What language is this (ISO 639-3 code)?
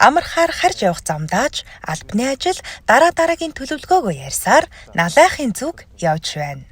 mon